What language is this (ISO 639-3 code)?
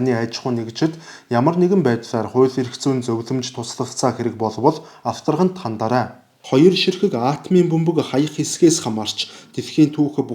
mon